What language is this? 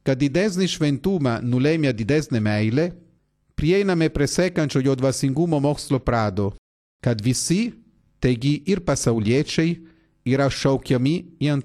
Lithuanian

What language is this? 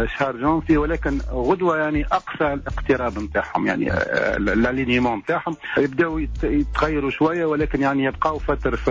Tunisian Arabic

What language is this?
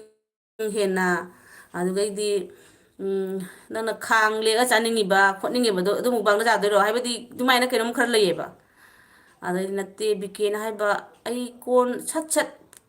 Manipuri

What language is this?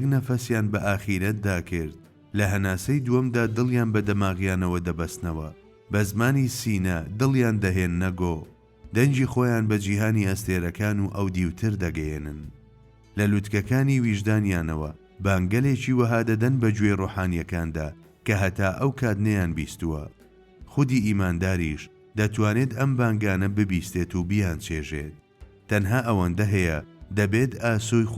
Central Kurdish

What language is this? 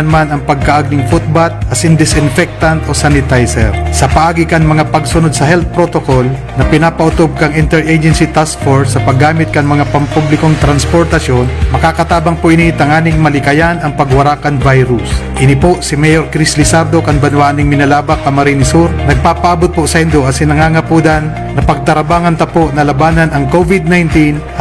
Bikol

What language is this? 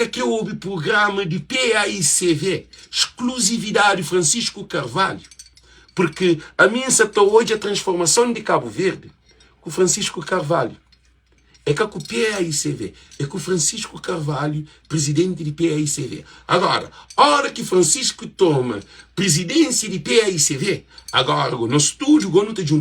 Kabuverdianu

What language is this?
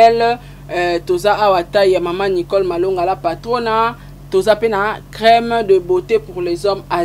Lingala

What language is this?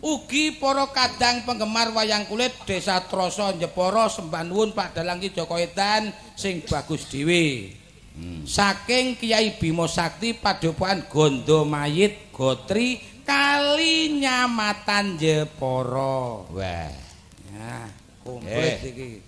Javanese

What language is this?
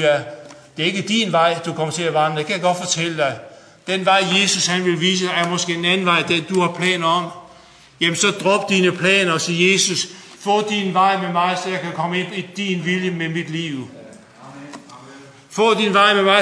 Danish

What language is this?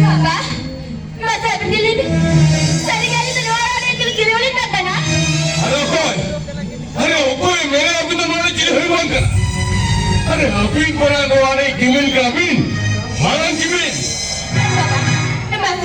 Santali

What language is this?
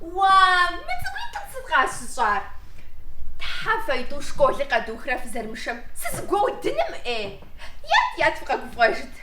Kabardian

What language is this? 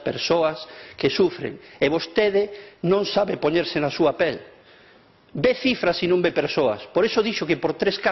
Galician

